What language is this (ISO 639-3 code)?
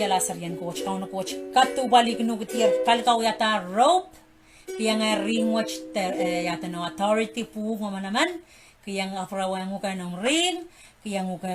pon